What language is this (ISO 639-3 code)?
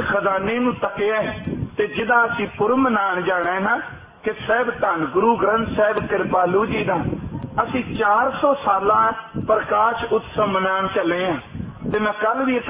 pan